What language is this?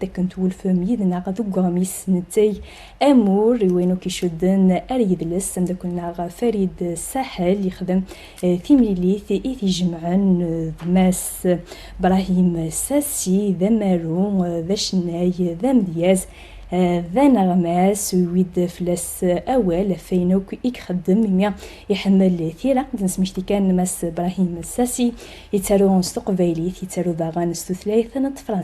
Kabyle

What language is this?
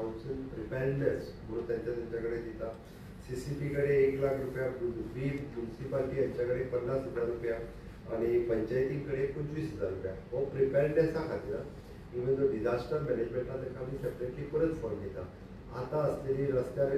Konkani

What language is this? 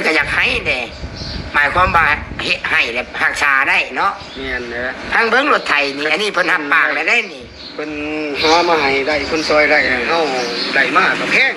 Lao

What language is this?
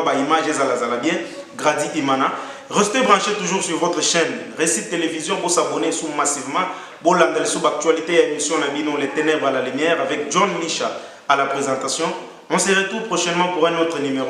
Lingala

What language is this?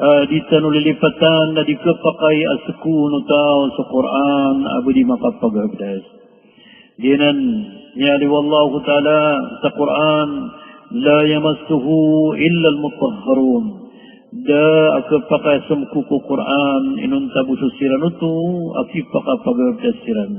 Maranao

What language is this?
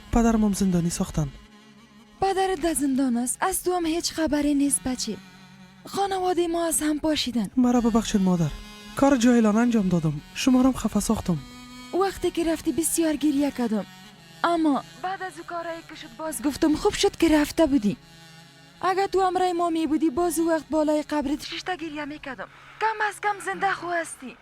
Persian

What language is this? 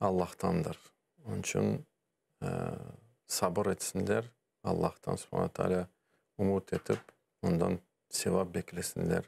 Crimean Tatar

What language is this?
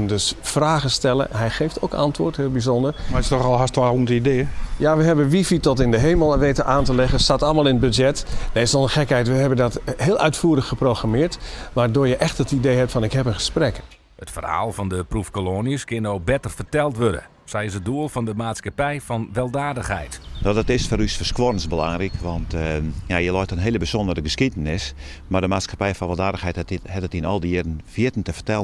Western Frisian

